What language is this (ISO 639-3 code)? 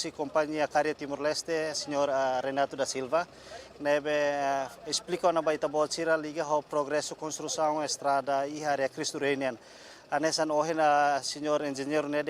tet